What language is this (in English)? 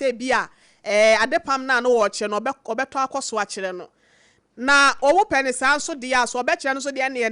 Akan